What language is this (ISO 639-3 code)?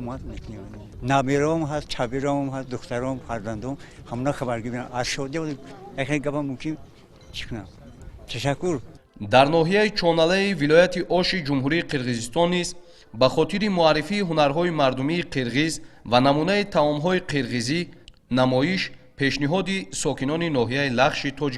tgk